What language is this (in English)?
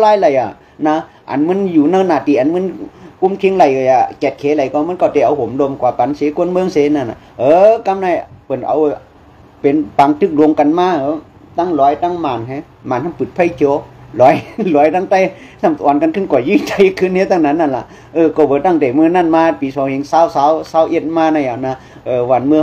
Shan